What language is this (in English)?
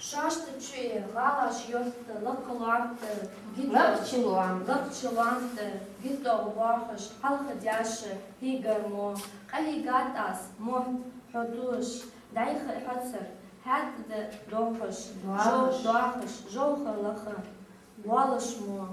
Ingush